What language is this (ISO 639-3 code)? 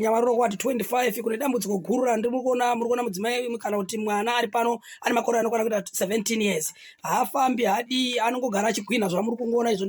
sna